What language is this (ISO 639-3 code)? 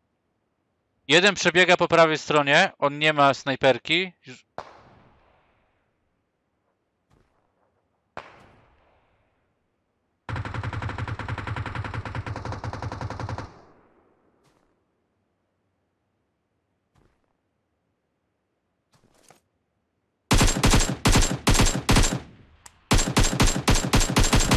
pol